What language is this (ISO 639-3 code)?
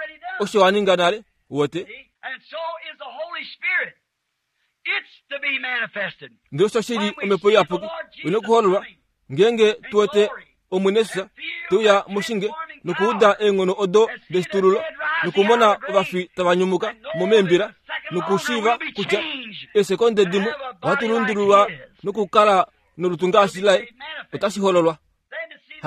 kua